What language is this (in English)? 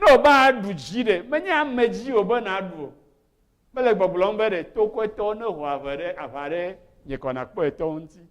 Ewe